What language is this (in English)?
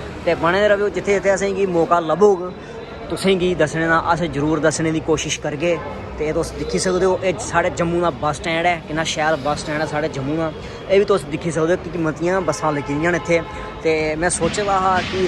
Dogri